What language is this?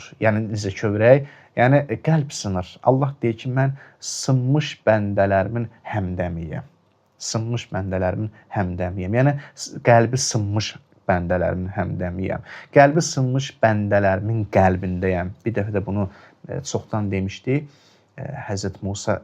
Azerbaijani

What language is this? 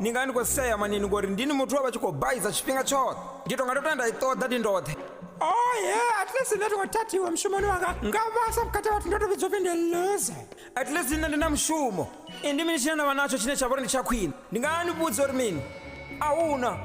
Venda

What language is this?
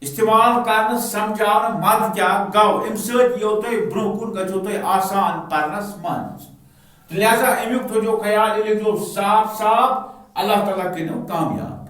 Kashmiri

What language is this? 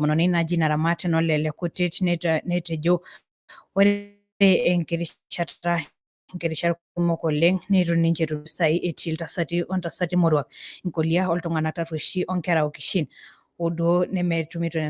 Masai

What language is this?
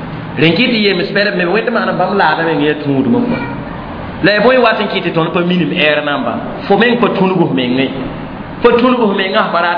Mossi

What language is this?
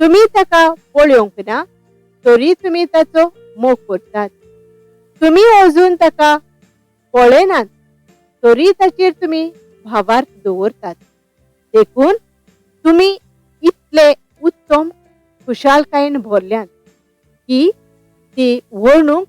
Konkani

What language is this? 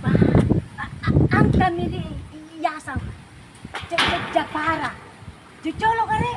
Buginese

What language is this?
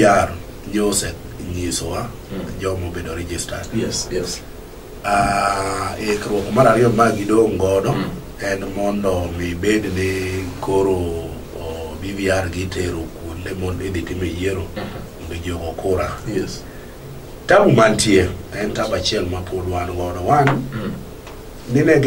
Luo (Kenya and Tanzania)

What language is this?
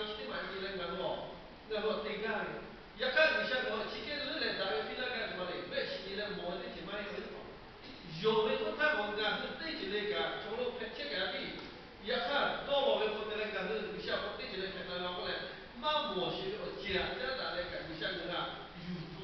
Lahu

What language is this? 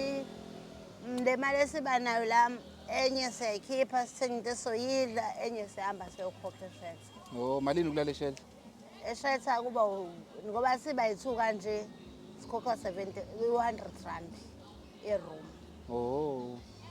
Zulu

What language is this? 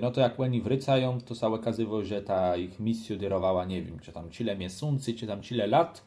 Kashubian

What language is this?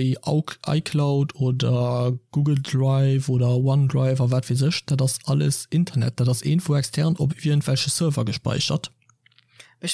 Luxembourgish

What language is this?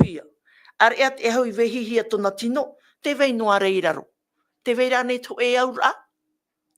Tahitian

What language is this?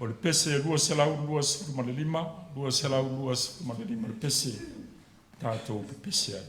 Samoan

